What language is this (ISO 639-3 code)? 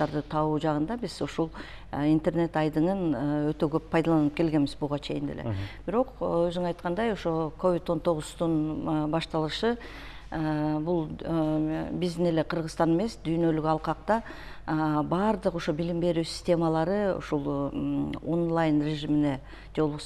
kir